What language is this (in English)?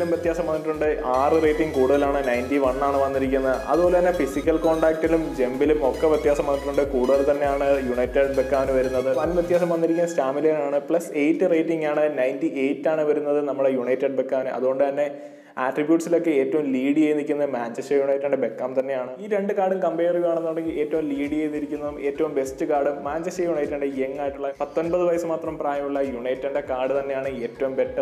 Malayalam